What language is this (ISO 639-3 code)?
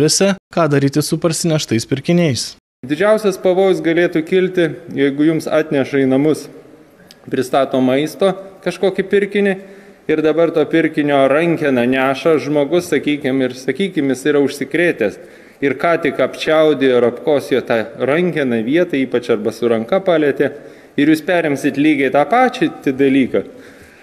lit